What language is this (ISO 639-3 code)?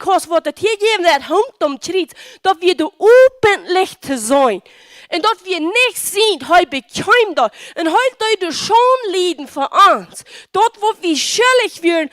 pdt